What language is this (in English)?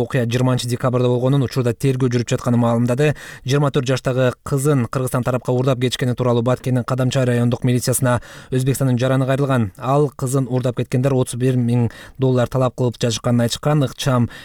Kyrgyz